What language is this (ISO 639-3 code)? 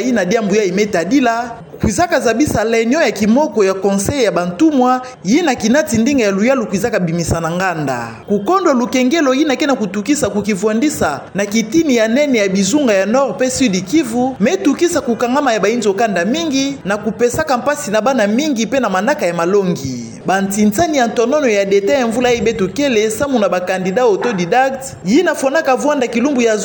ktu